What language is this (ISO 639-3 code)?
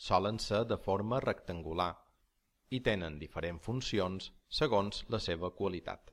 cat